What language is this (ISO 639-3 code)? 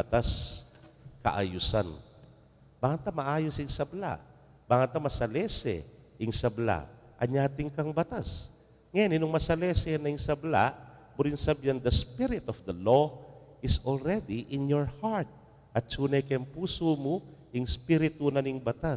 pam